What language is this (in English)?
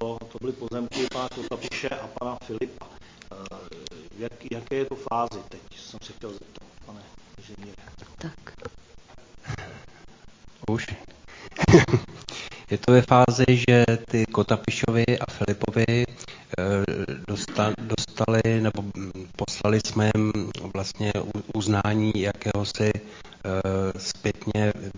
Czech